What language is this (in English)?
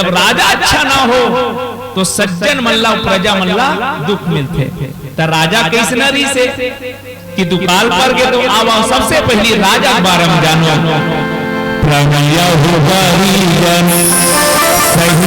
Chhattisgarhi